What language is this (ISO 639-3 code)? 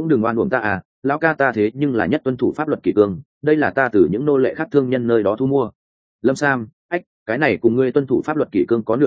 vie